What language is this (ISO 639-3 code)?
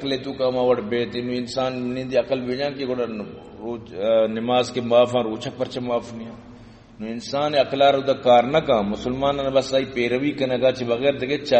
bal